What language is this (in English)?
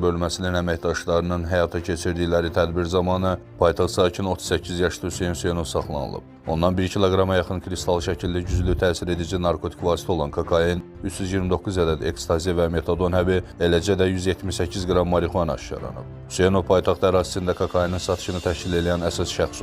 Azerbaijani